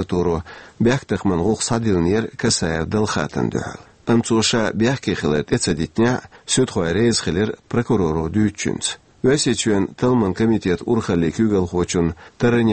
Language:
Chechen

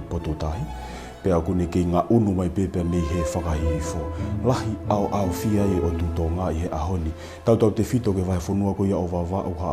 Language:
Tongan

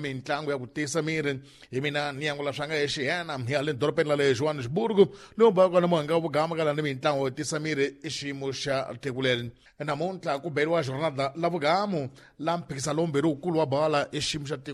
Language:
Tsonga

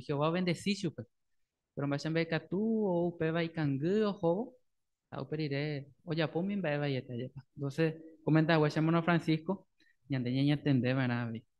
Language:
Guarani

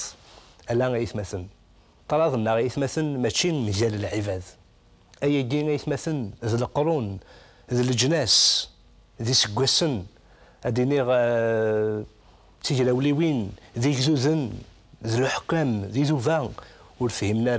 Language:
Kabyle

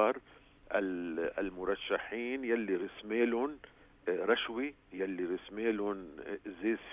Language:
North Levantine Arabic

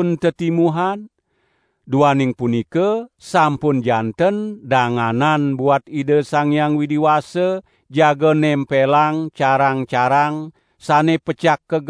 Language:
Balinese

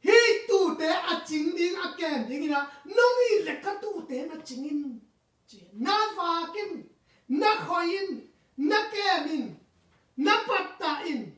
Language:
Tedim Chin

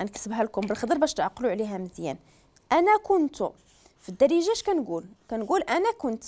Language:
Moroccan Arabic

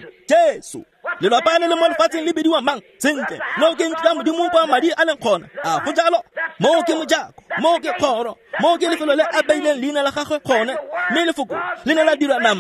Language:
Tswana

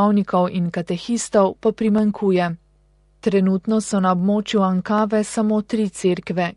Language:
Slovenian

